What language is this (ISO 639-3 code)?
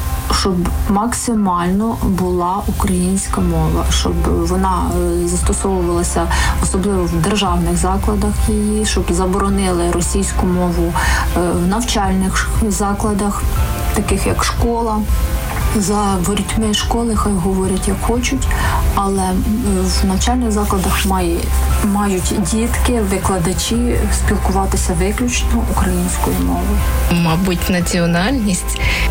ukr